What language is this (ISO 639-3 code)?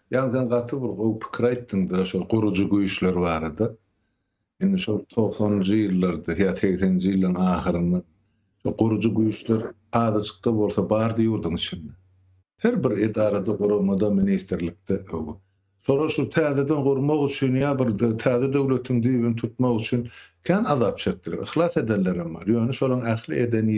tuk